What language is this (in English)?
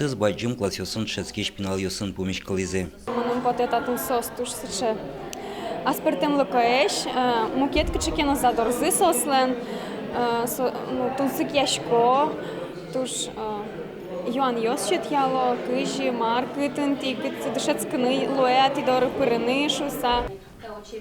Udmurt